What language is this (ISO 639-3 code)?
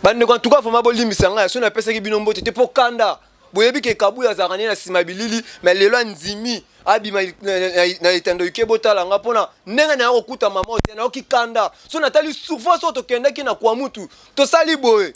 lin